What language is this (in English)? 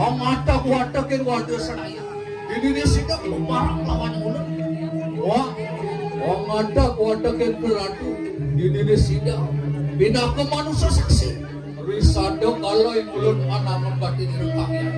Balinese